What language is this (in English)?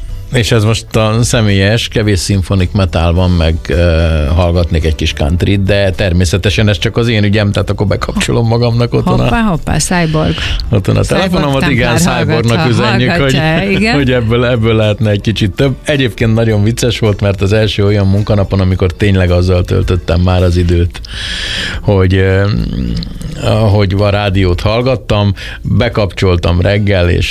Hungarian